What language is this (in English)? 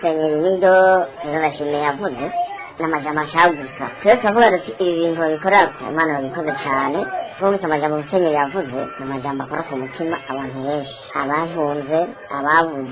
Rundi